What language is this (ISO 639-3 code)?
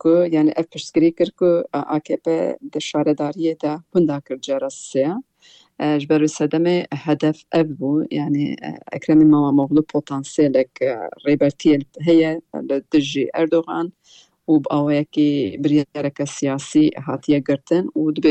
kur